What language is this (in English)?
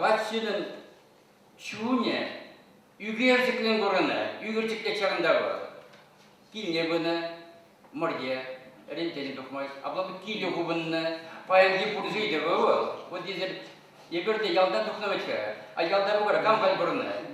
Chuvash